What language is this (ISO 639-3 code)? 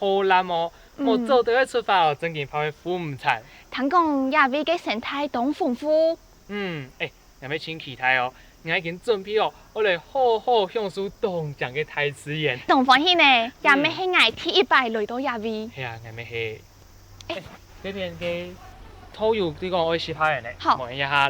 hak